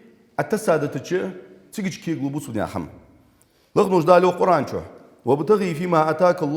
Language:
Ingush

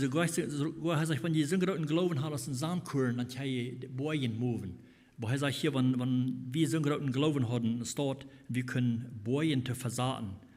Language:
Plautdietsch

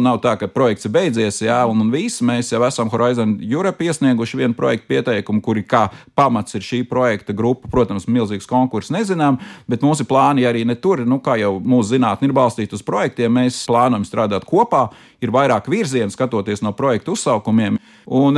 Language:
Latvian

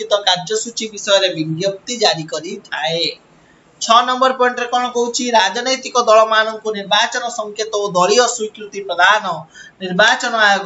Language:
Odia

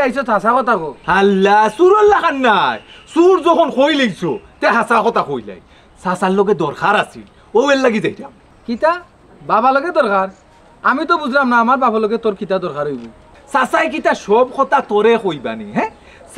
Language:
Sylheti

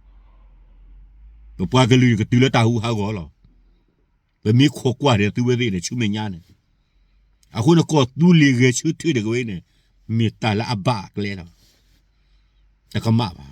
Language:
S'gaw Karen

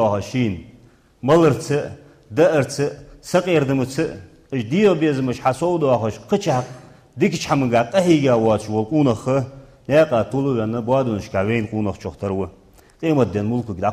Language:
Ingush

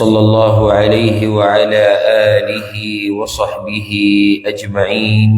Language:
Pashto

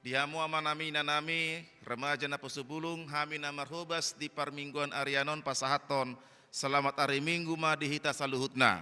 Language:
Batak Toba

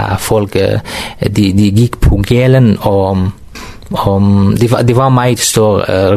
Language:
Danish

